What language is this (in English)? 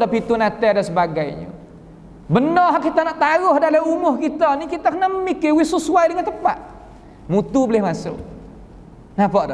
Malay